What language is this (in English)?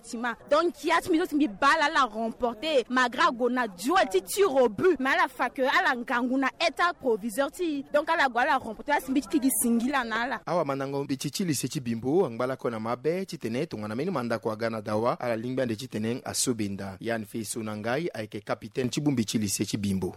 Sango